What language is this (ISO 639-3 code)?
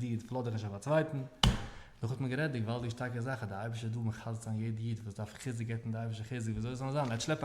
yid